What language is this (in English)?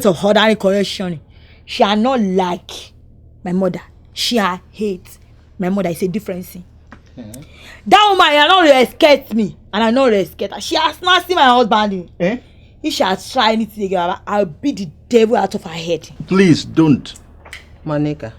Nigerian Pidgin